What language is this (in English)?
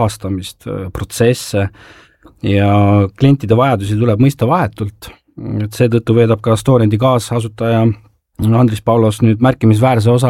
Estonian